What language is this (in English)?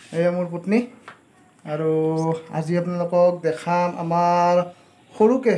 Assamese